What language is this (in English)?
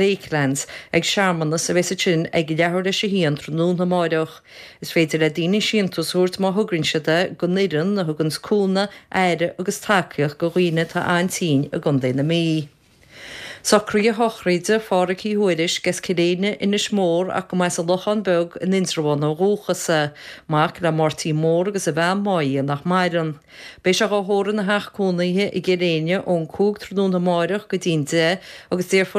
Irish